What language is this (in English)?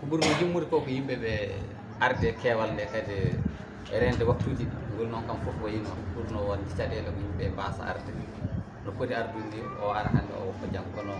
Fula